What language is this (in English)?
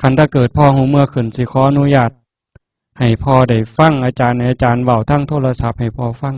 Northeastern Thai